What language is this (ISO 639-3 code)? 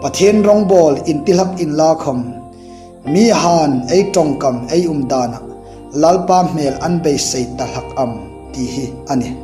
hmr